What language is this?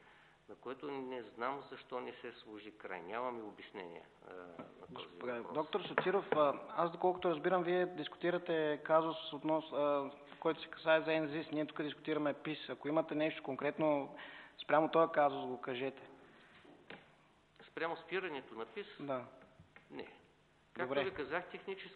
Bulgarian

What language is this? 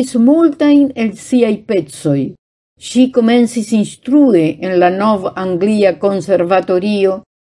Esperanto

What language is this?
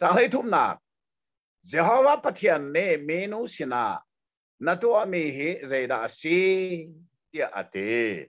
Hakha Chin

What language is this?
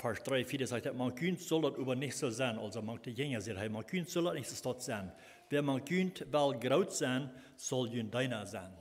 Plautdietsch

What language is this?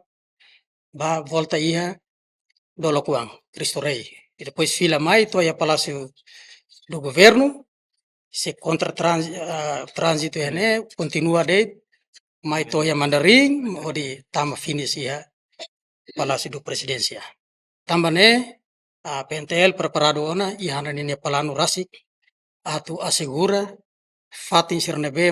Tetum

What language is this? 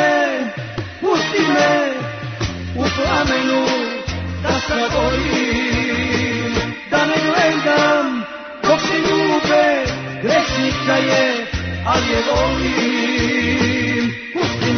Serbian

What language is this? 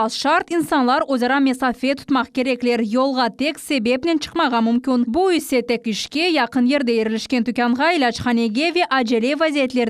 Crimean Tatar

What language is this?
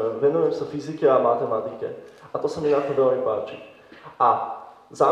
Slovak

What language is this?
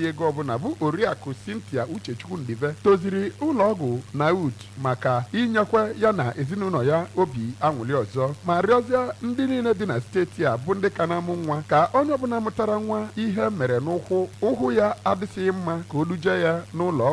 Igbo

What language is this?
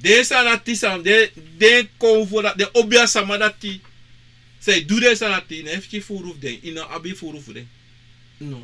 Sranan Tongo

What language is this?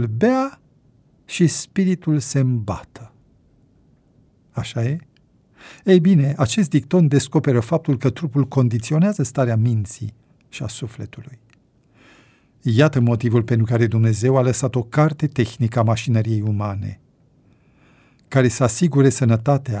Romanian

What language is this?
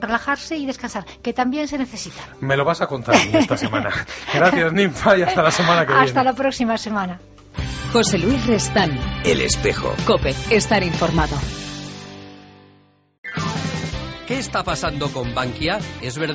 Spanish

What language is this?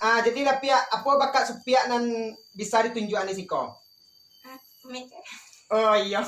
Minangkabau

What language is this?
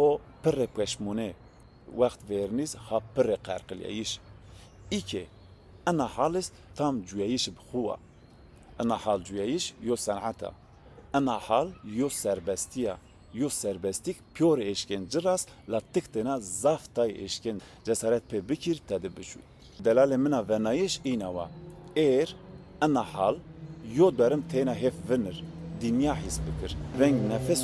Zaza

